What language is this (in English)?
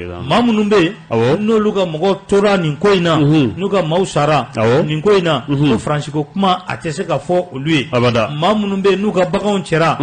Bambara